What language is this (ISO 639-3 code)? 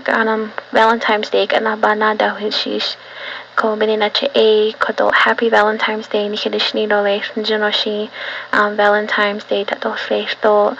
nav